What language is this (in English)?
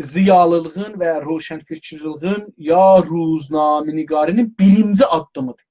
South Azerbaijani